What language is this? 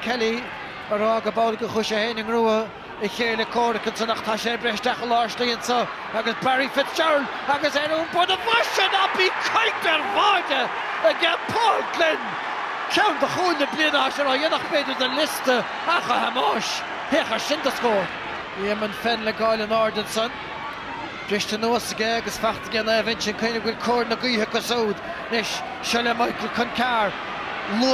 Irish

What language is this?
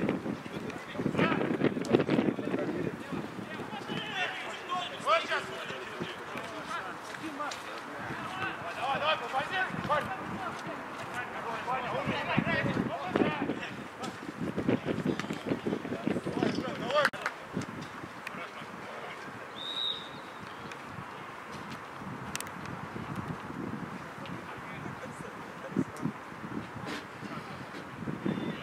Russian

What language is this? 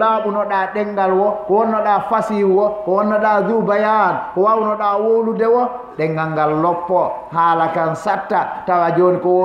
Fula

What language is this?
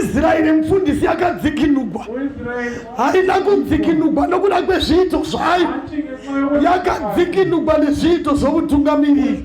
Shona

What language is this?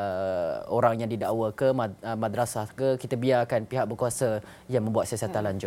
Malay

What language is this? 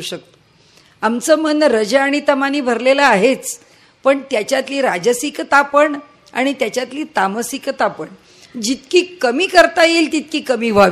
Marathi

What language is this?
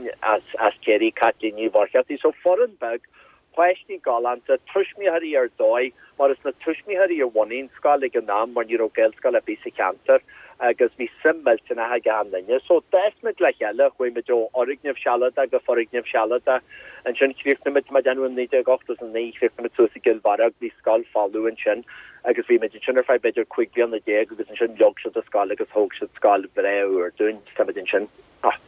Irish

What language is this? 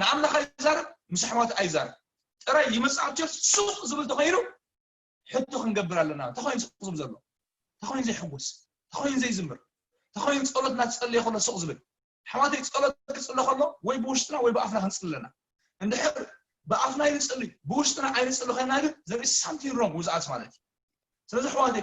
Tigrinya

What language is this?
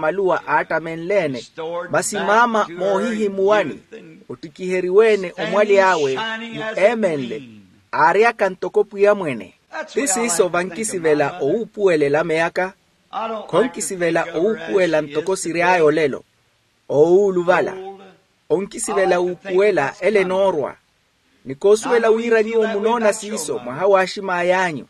Makhuwa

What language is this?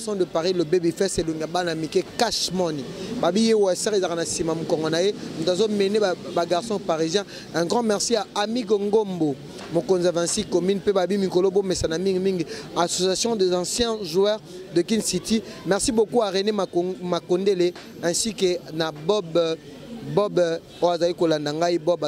Lingala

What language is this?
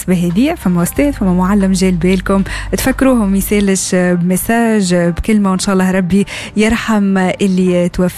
Tunisian Arabic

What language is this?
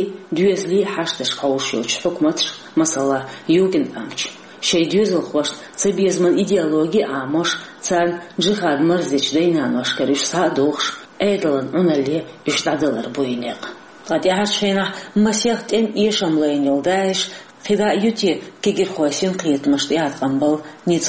Chechen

